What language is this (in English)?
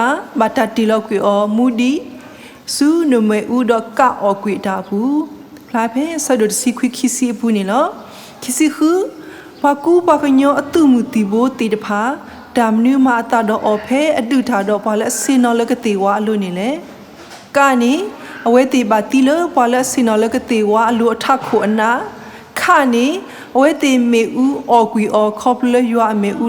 S'gaw Karen